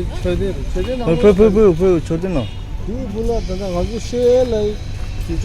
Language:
Tibetan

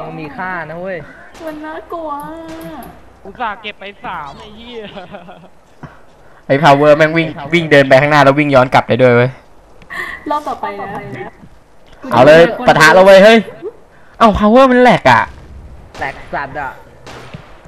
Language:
Thai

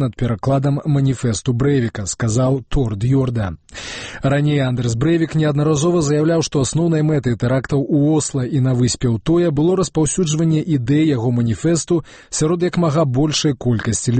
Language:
Belarusian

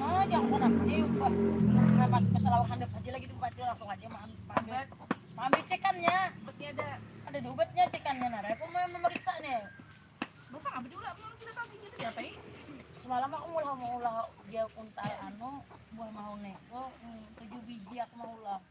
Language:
Banjar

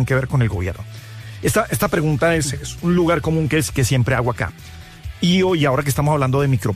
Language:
Spanish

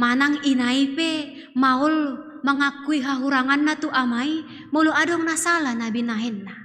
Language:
Batak Toba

